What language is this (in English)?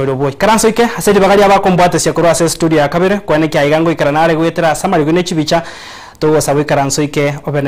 Gusii